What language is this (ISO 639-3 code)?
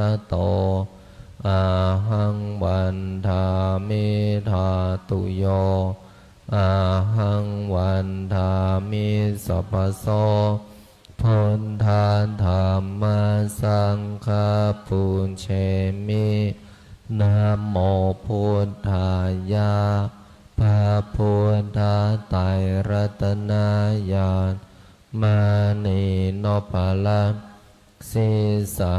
pli